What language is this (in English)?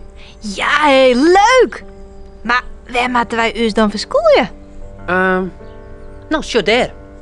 Western Frisian